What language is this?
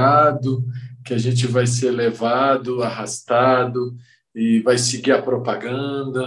Portuguese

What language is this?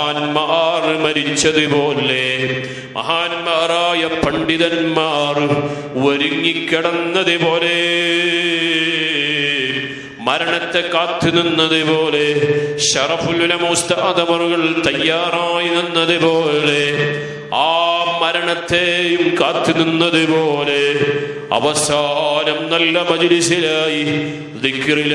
Malayalam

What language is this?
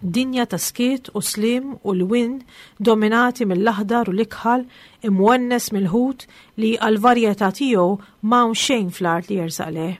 Maltese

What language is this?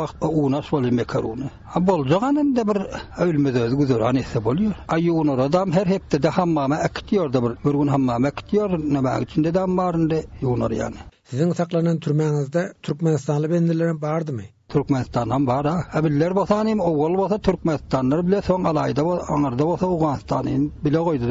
Turkmen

